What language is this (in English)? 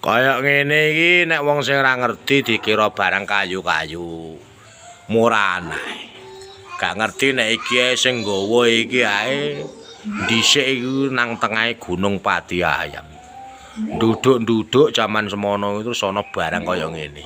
Javanese